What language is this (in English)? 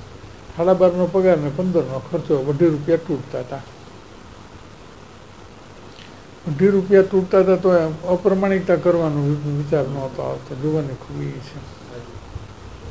Gujarati